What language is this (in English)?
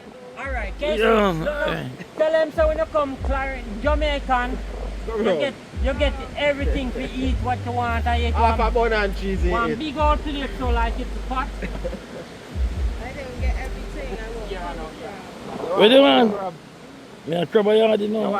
Jamaican Creole English